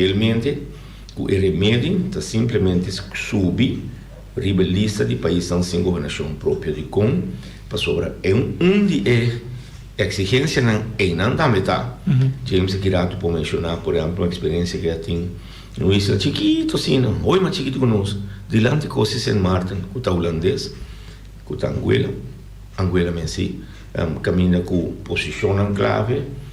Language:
Papiamento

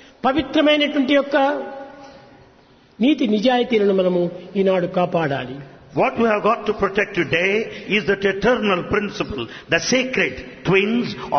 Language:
Telugu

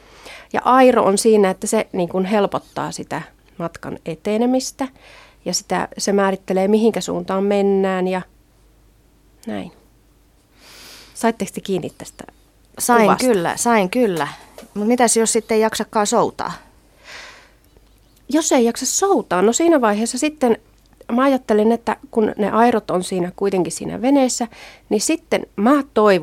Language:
Finnish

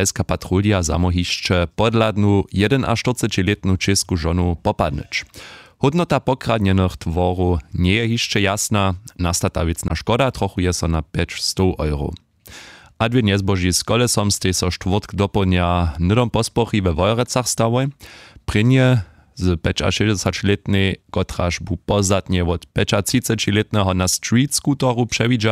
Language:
Upper Sorbian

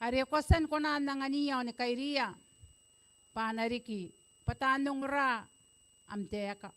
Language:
Gilbertese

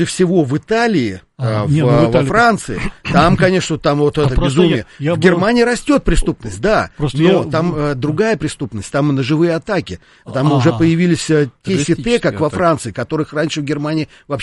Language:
Russian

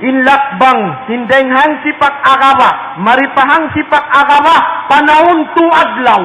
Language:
Tausug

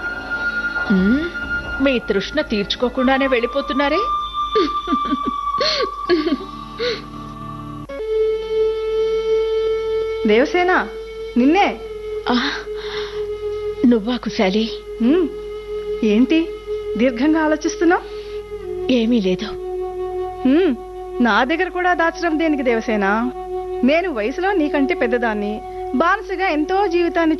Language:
Telugu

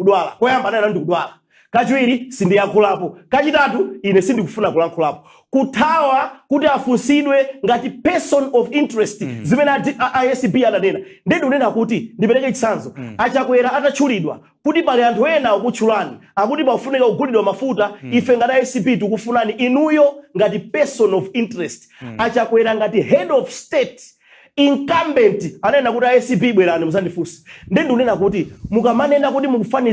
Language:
Nyanja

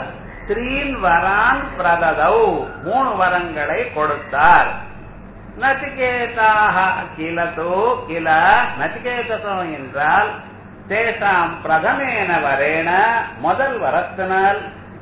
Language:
Tamil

